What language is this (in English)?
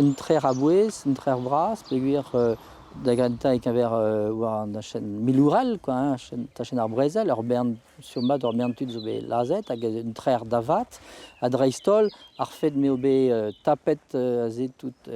Breton